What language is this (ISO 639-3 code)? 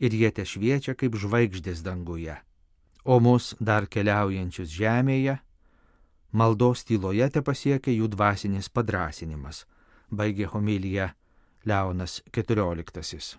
lit